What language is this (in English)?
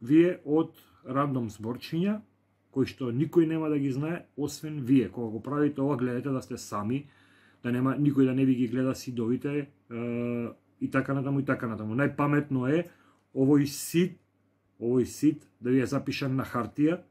Macedonian